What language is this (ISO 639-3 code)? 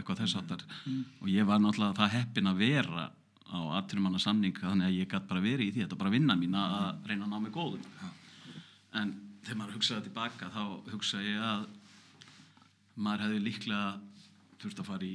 isl